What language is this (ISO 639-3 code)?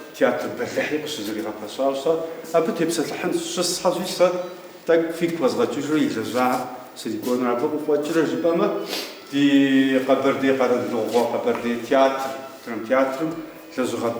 kbd